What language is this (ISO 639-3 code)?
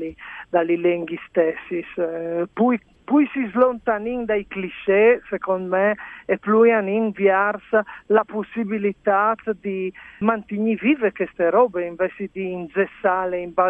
fur